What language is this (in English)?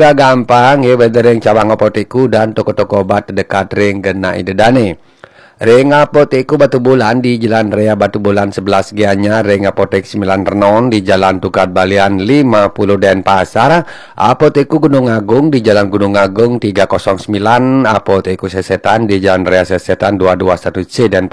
Balinese